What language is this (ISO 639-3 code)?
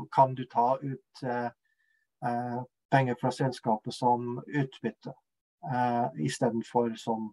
nor